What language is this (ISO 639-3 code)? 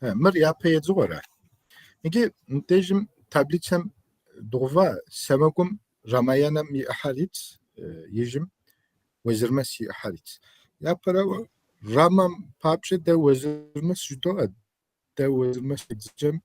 kbd